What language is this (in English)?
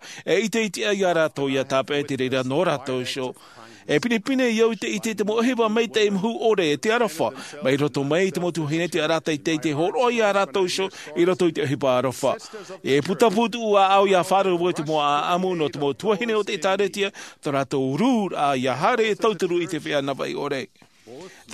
Tahitian